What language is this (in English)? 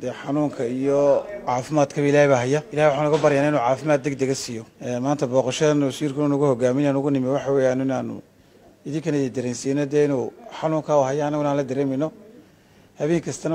Somali